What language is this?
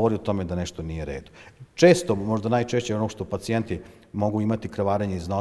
Serbian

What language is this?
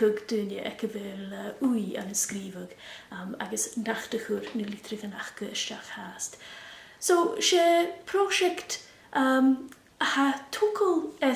Scottish Gaelic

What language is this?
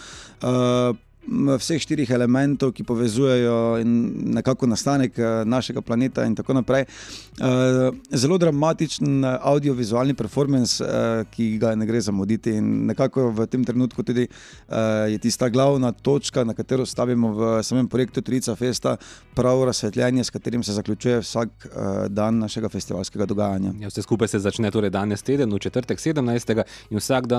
Slovenian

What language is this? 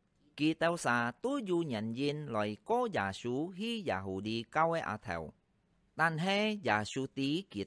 Hakka Chinese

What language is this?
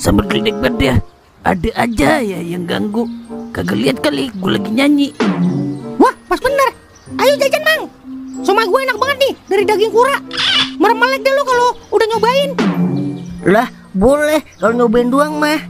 Betawi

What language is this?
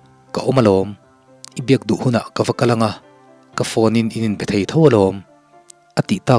Mizo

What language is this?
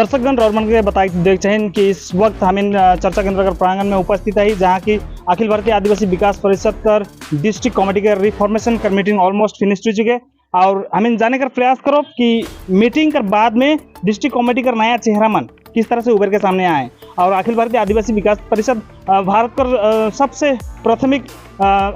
Sadri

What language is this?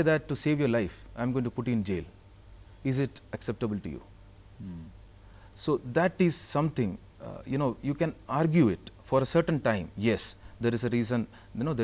English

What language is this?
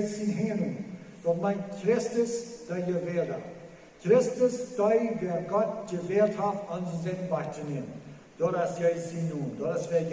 Plautdietsch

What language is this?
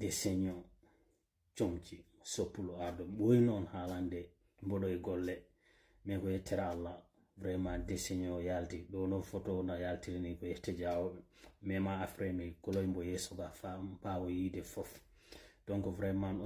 Fula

